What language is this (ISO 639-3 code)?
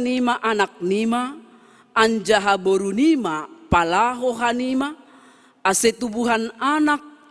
bts